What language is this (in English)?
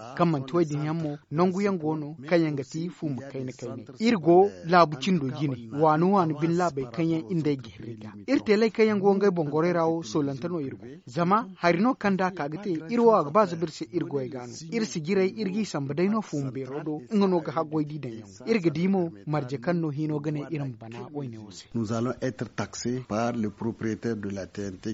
Zarma